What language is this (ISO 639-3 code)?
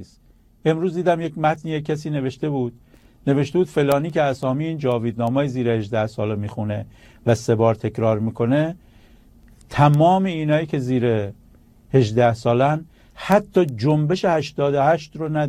fas